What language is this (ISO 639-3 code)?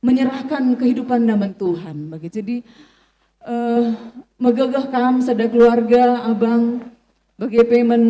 btx